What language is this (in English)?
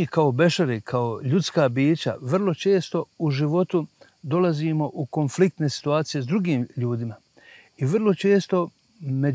Bosnian